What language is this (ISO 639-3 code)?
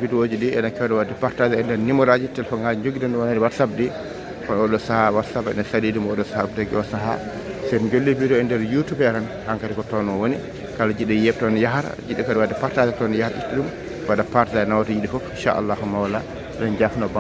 ful